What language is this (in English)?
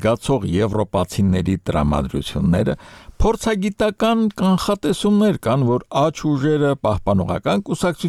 Armenian